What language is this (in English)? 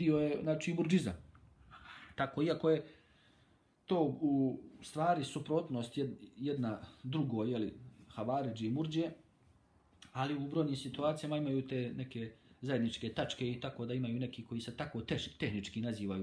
Bosnian